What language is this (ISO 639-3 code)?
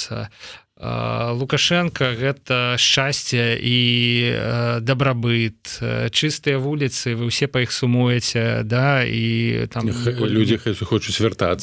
bel